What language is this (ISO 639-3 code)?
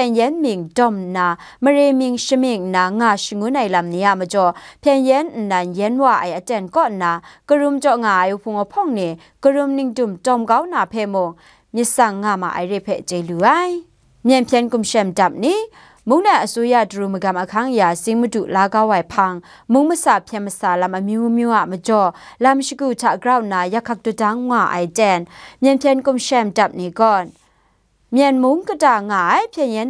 kac